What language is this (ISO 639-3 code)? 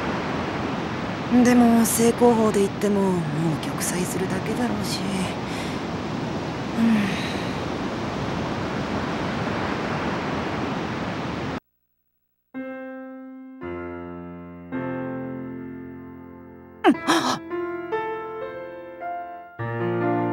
jpn